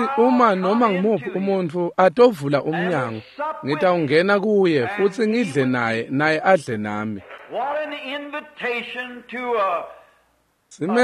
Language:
Swati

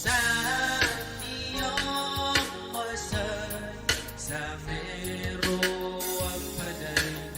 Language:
Pohnpeian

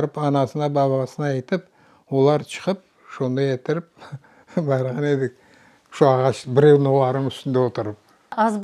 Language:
Crimean Tatar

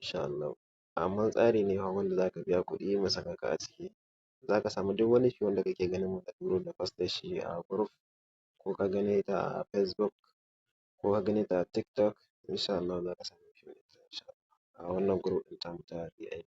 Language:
Hausa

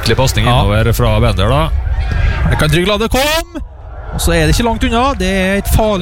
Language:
Norwegian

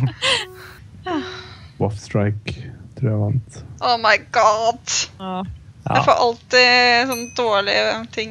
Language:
Norwegian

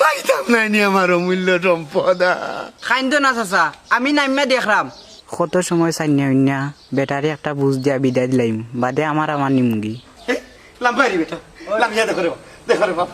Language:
Sylheti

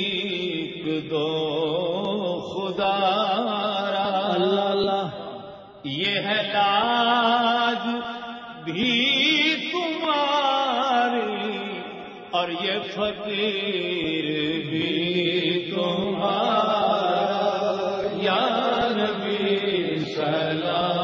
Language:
Urdu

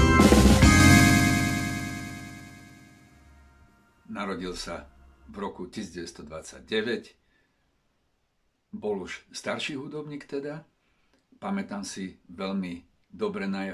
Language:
Slovak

